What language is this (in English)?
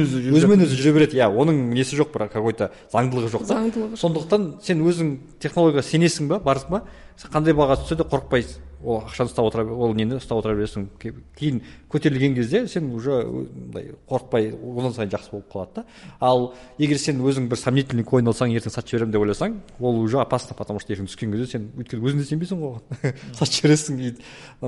Kazakh